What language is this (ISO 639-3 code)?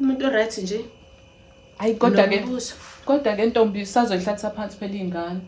zul